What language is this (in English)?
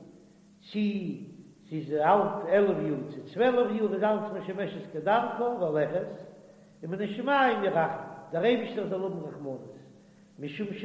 Yiddish